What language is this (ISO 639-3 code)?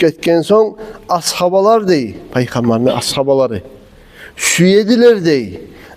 kum